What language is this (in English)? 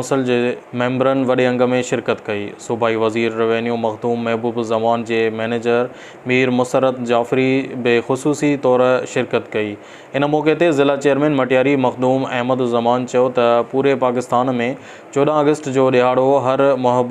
Sindhi